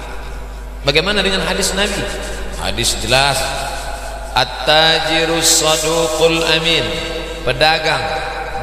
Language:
Indonesian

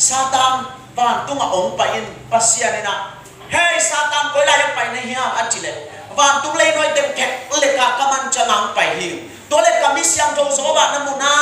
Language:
Tedim Chin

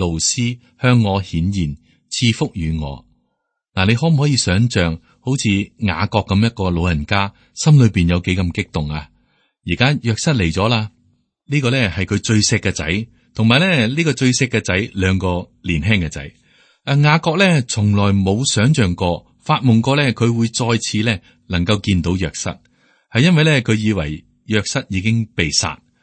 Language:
Cantonese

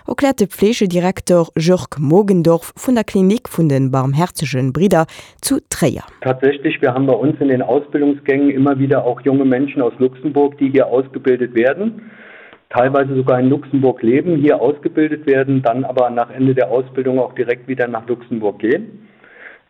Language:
Luxembourgish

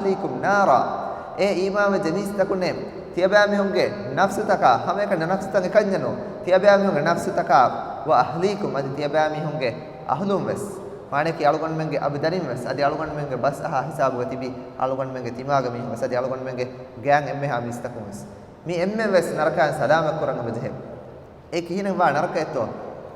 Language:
Divehi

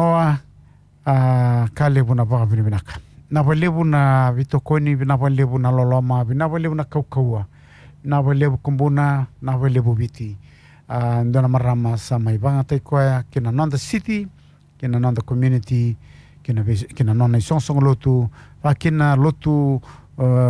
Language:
Fijian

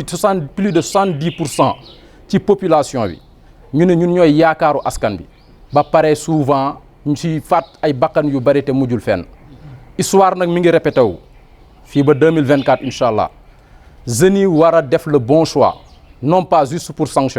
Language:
Wolof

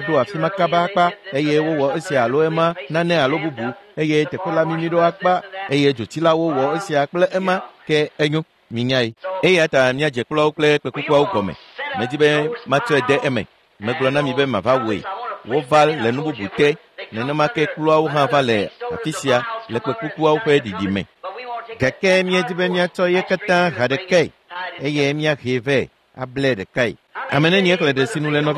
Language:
Ewe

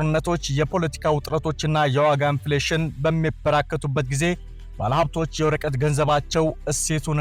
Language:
Amharic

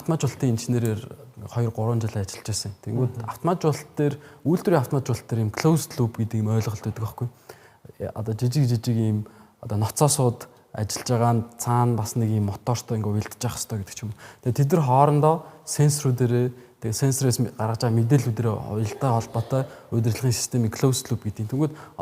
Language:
Mongolian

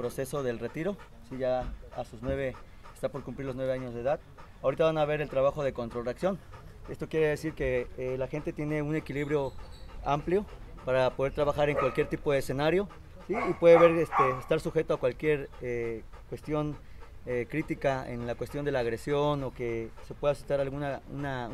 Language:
Spanish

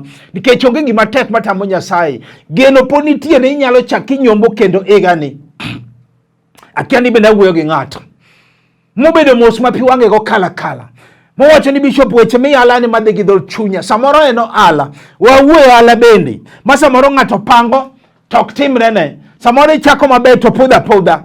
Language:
Luo (Kenya and Tanzania)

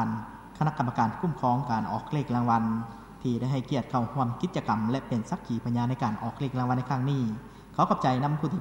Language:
Lao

